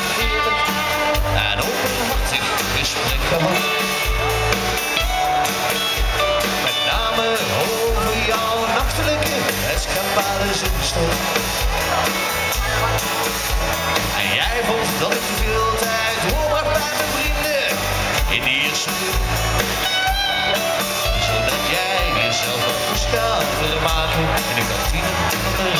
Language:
Dutch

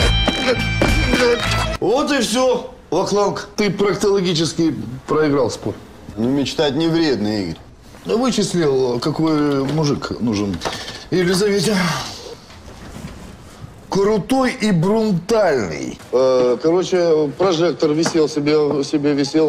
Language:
Russian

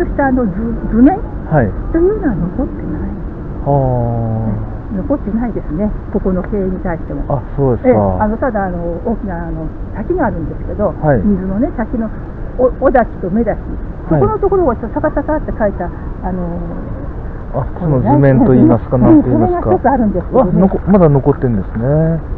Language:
Japanese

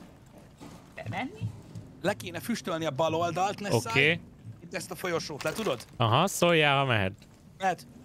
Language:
Hungarian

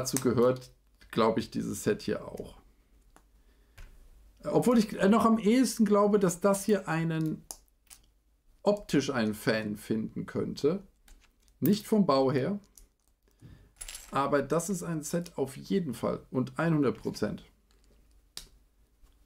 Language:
German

